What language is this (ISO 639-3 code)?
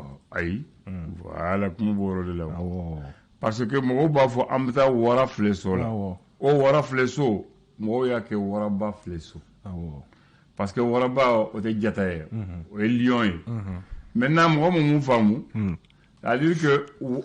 bam